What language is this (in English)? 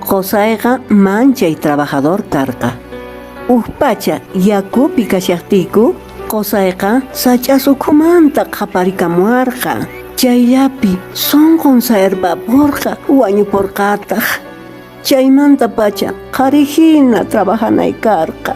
Quechua